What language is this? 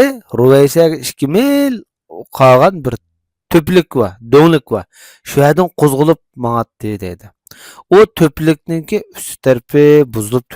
Uyghur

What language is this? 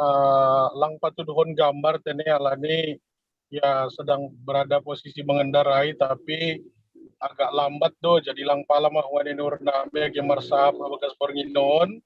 Batak Simalungun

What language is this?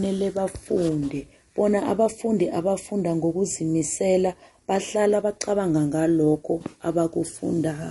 South Ndebele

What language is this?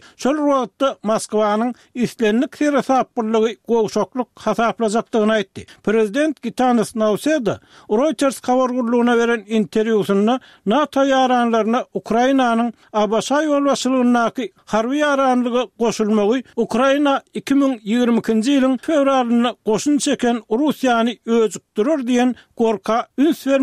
Turkmen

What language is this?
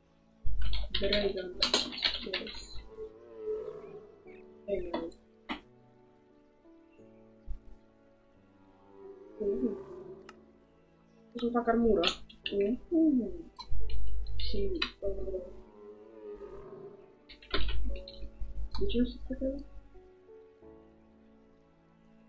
Romanian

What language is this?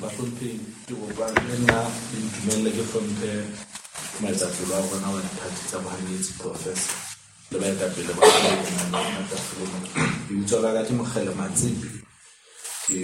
Southern Sotho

